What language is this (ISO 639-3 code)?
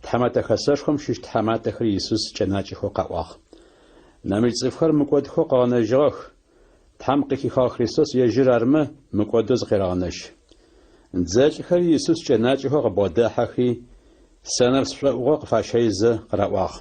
ady